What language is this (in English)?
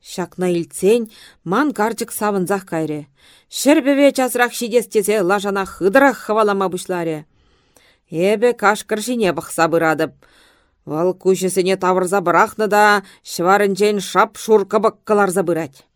Chuvash